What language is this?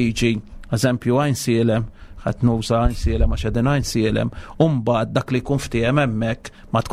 Maltese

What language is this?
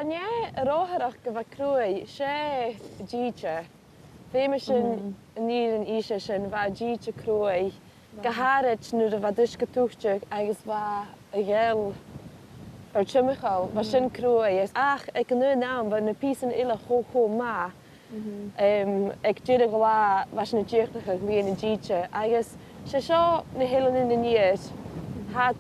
Scottish Gaelic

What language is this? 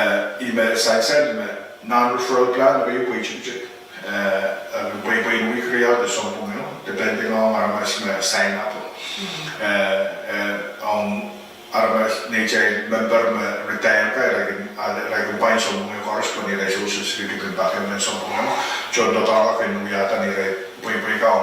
Pohnpeian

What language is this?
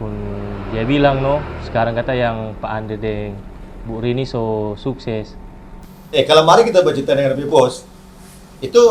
Manado Malay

